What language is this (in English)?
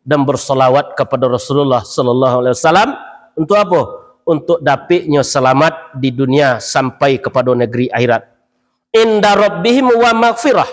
Minangkabau